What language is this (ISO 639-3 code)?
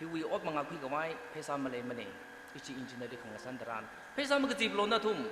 nmf